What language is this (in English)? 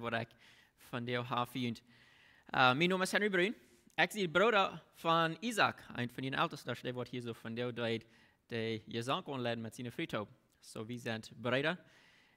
Plautdietsch